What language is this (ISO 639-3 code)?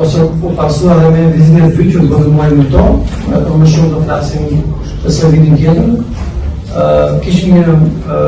sqi